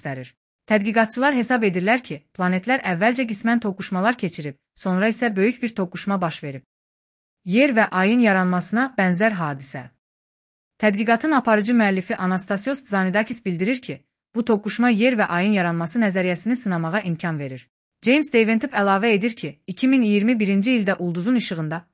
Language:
Azerbaijani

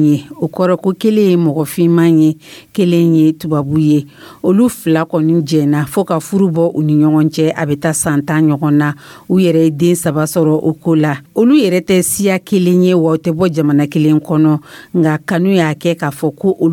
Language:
Dyula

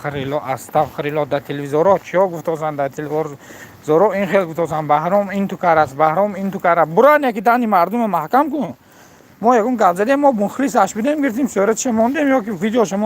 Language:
Tajik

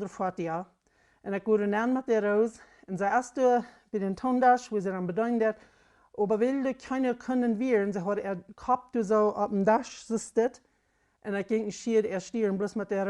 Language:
Plautdietsch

